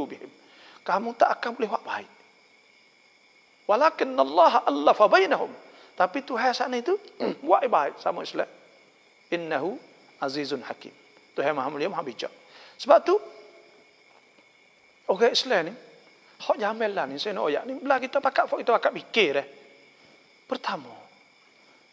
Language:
Malay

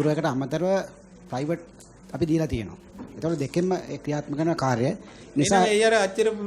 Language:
Sinhala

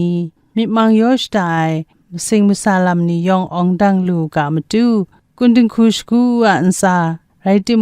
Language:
Kachin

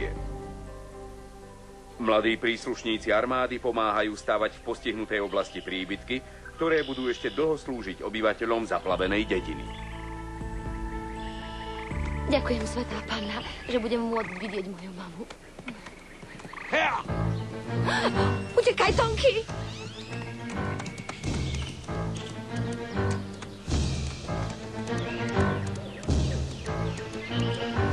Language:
Slovak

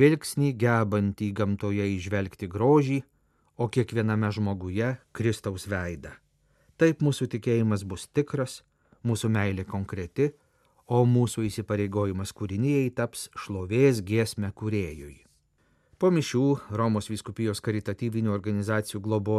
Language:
Lithuanian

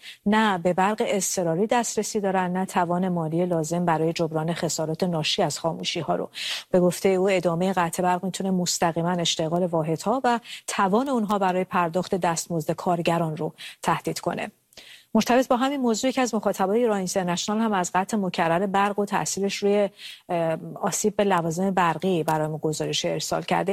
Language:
Persian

